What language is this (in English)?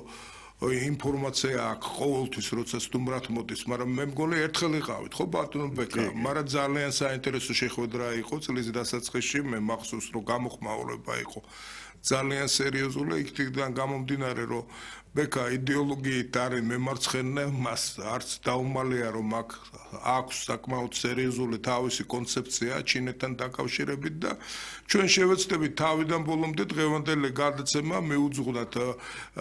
Georgian